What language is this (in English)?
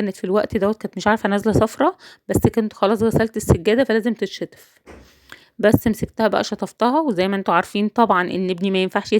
Egyptian Arabic